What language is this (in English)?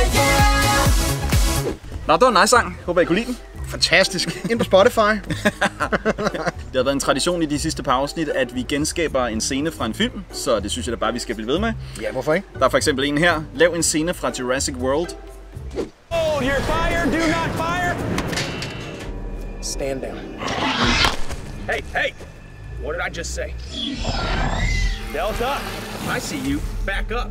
Danish